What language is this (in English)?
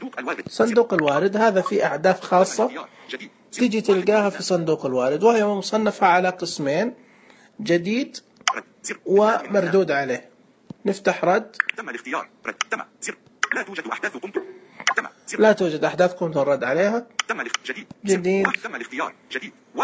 Najdi Arabic